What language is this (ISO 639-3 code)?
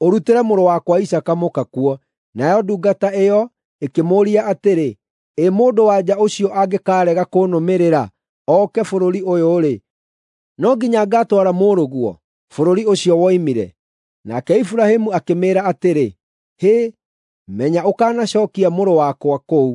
kik